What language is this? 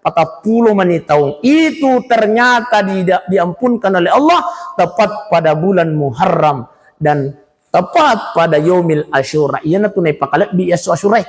Buginese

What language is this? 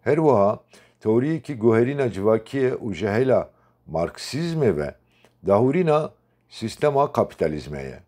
Kurdish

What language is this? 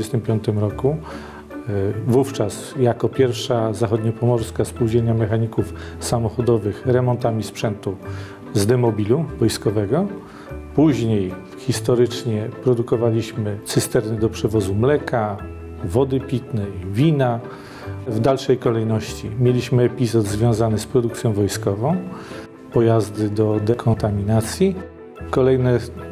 Polish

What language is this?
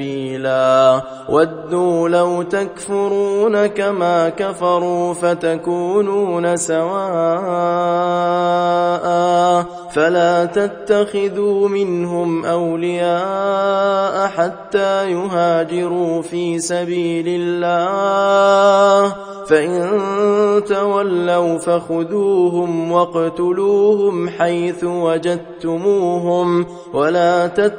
Arabic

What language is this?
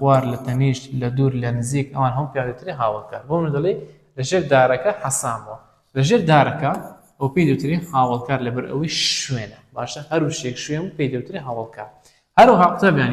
Central Kurdish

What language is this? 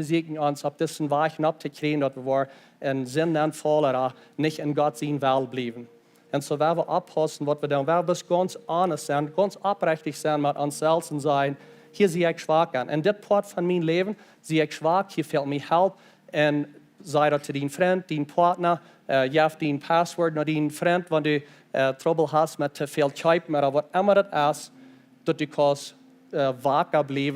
Plautdietsch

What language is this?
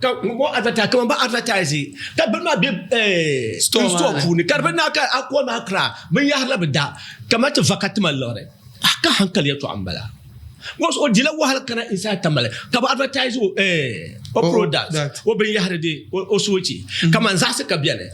Dagbani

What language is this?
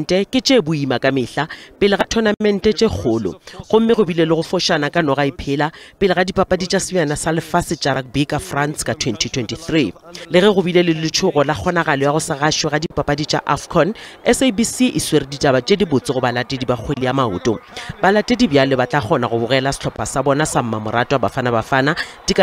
Northern Sotho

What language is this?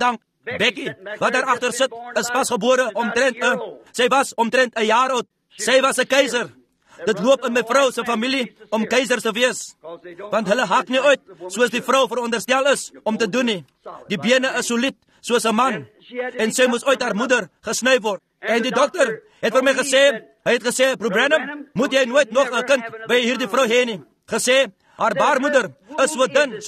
Afrikaans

